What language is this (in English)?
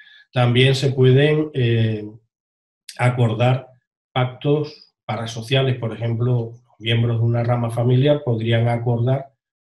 Spanish